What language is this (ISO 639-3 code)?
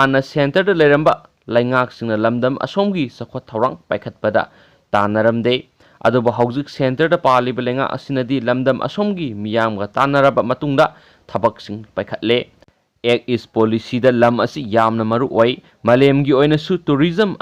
mni